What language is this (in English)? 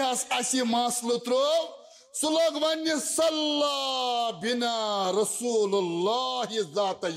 Kashmiri